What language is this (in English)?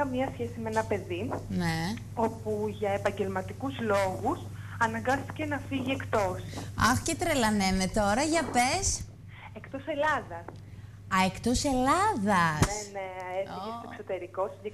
Greek